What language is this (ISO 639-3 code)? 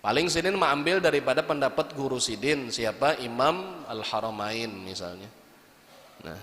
bjn